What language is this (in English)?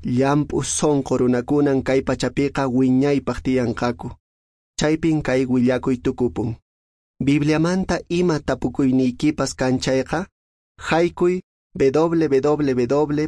Quechua